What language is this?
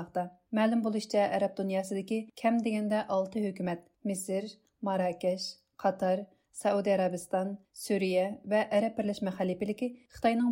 Uyghur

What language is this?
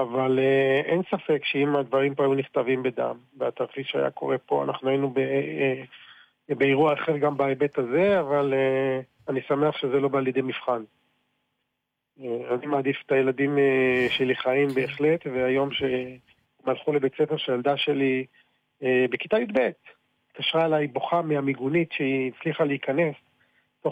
Hebrew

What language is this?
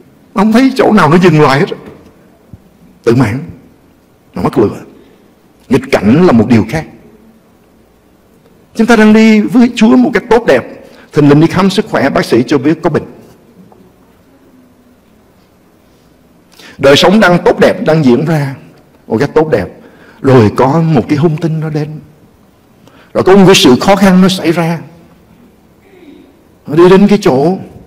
Vietnamese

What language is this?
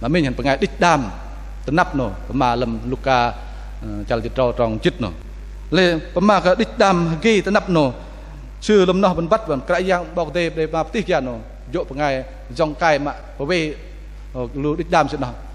Bahnar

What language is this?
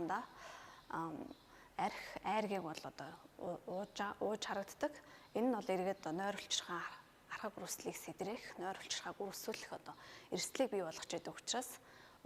Mongolian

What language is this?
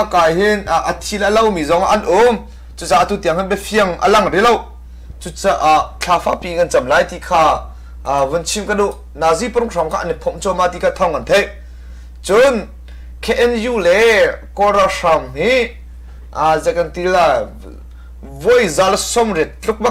Hakha Chin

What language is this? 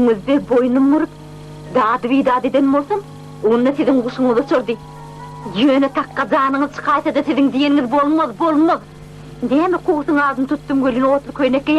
Turkmen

